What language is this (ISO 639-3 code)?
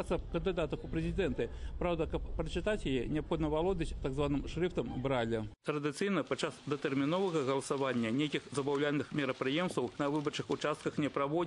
bel